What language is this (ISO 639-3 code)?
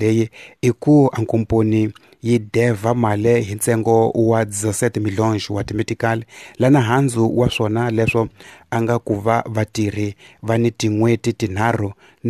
tso